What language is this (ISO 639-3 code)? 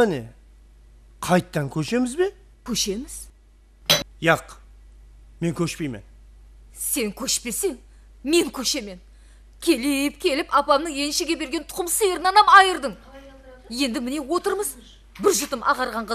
kaa